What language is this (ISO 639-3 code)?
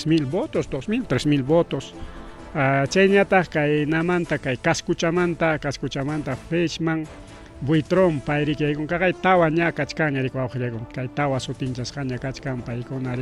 quy